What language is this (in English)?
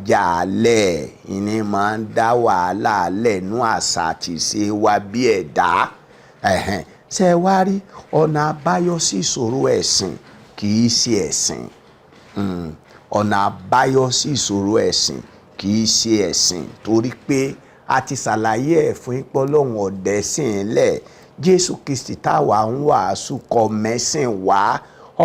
Yoruba